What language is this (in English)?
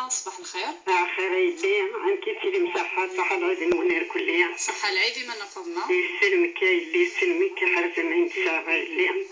Kabyle